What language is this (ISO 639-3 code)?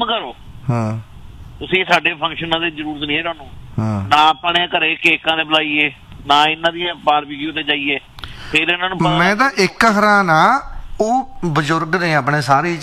pan